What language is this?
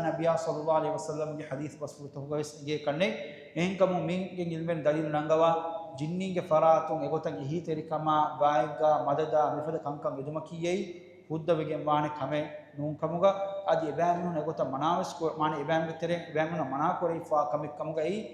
Divehi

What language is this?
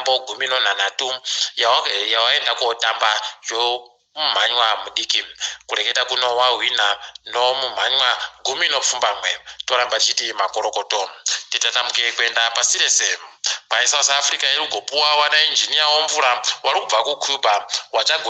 Ndau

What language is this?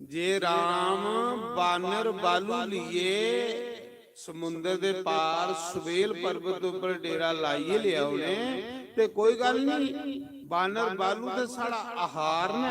Dogri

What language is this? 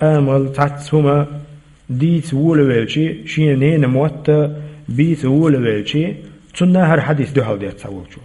Chechen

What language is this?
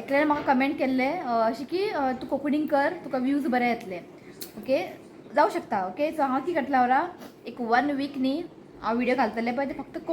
Konkani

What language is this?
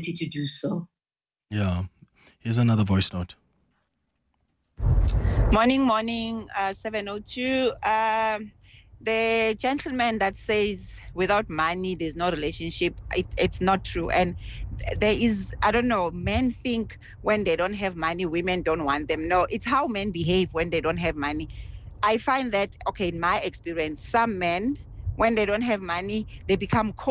English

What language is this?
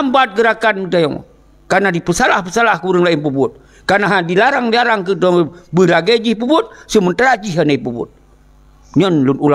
Achinese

